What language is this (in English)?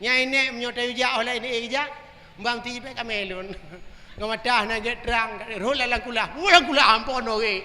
Achinese